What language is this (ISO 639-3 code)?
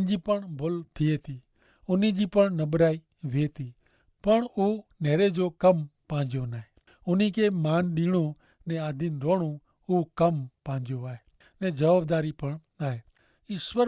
kfr